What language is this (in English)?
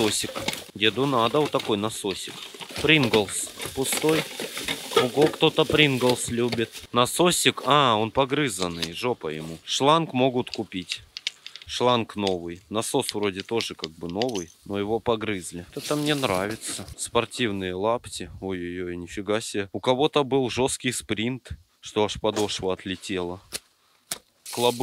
Russian